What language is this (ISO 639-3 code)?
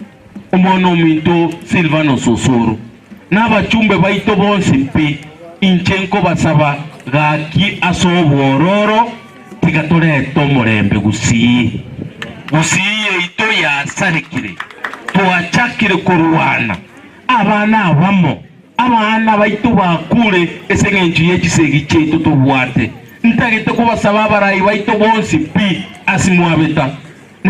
guz